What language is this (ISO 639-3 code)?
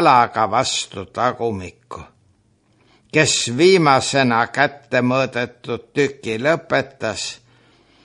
est